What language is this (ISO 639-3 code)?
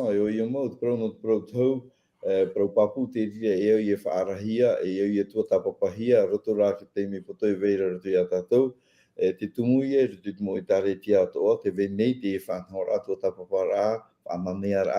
tah